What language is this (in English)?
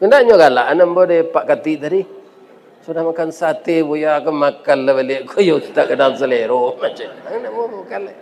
Minangkabau